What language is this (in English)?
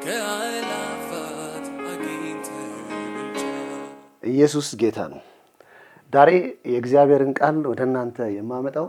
Amharic